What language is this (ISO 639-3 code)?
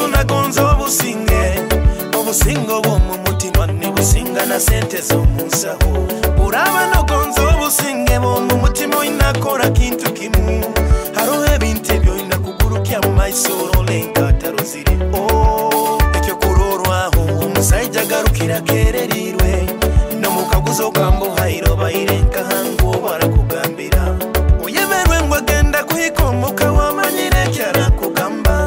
nyo